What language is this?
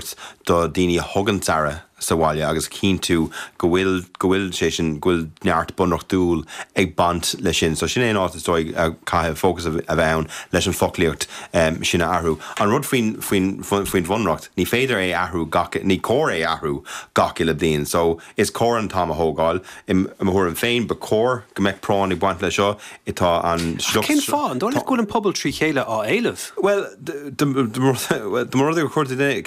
Irish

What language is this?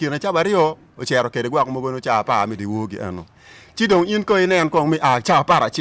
Acoli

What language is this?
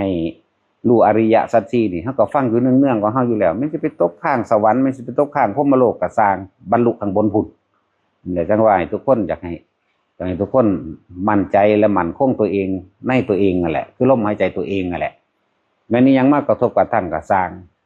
Northeastern Thai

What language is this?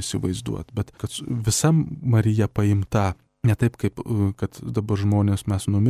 Lithuanian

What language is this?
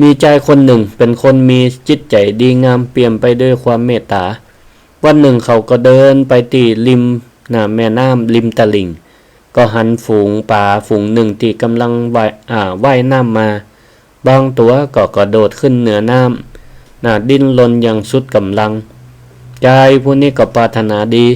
Northern Thai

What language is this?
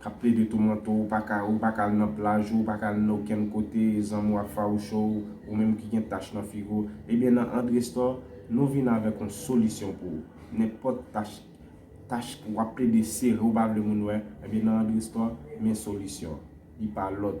Haitian Creole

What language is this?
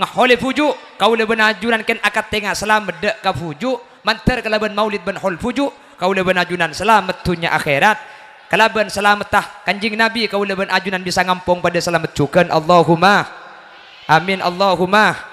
Madurese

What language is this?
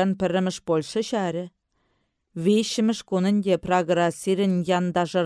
Chuvash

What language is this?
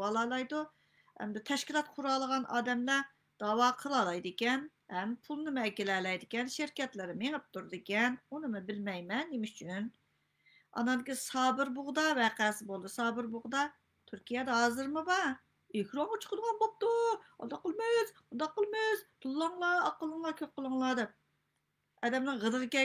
Uyghur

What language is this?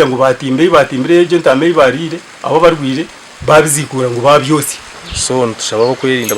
Ganda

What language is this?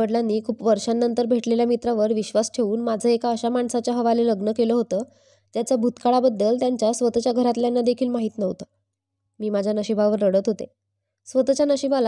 Marathi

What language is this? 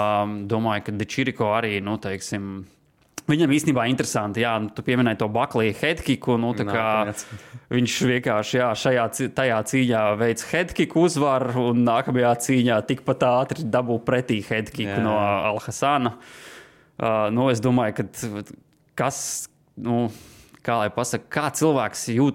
Latvian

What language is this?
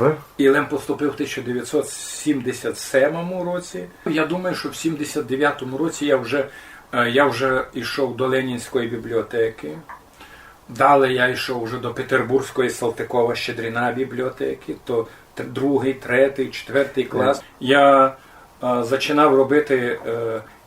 Rusyn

